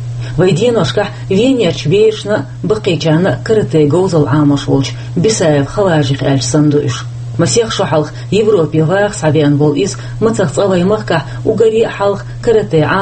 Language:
Chechen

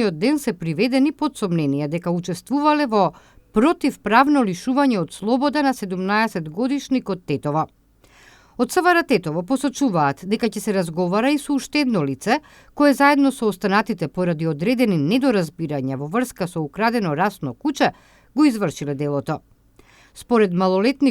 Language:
Macedonian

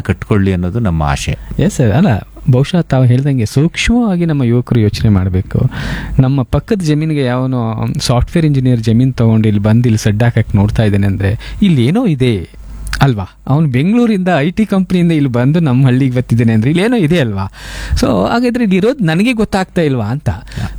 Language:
Kannada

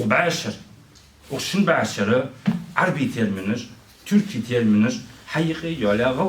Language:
Ingush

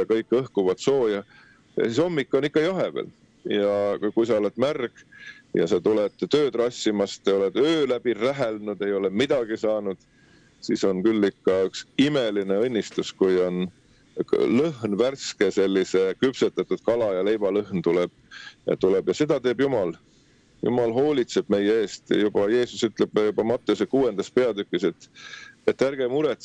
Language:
Estonian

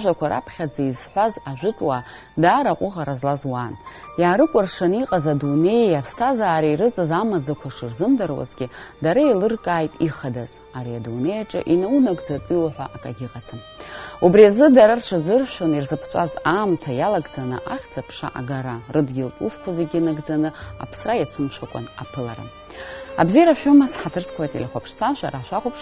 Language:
Abkhazian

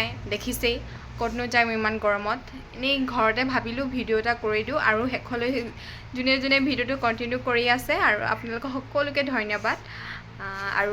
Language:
Assamese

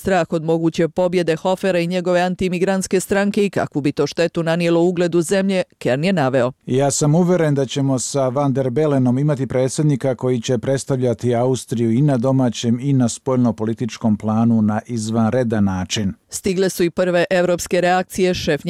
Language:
Bosnian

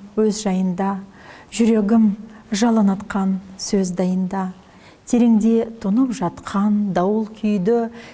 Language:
Kazakh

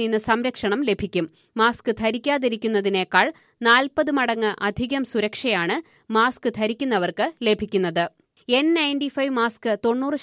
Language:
Malayalam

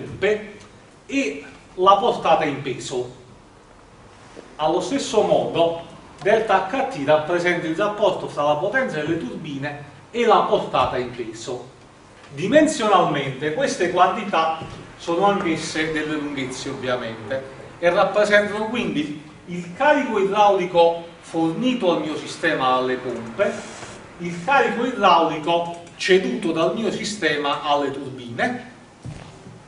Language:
Italian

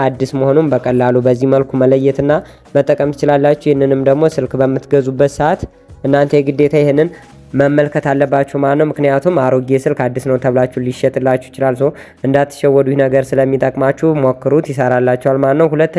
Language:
Amharic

